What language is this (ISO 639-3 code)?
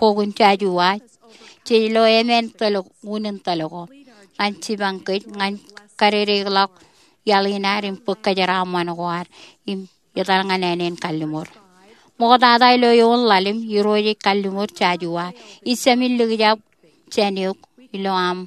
mah